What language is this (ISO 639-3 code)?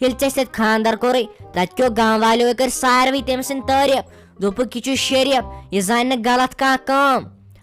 kas